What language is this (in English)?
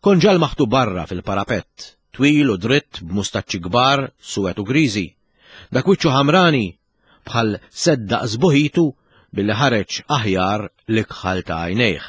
Maltese